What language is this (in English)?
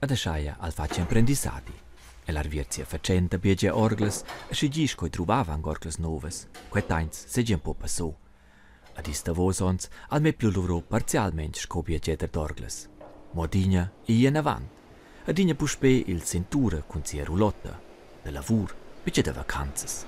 Romansh